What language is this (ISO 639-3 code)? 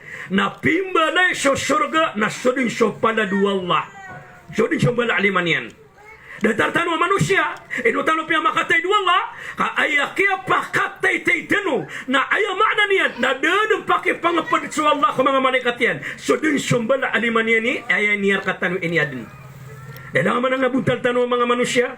mrw